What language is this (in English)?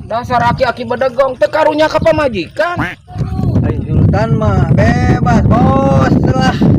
Sundanese